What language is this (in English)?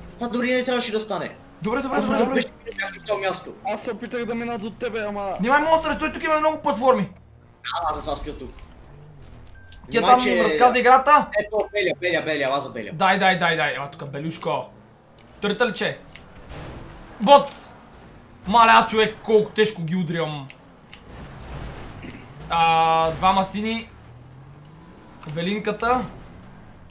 Bulgarian